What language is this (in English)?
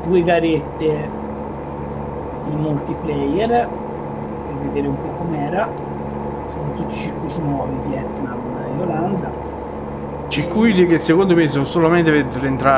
Italian